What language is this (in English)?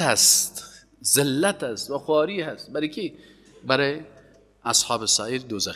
Persian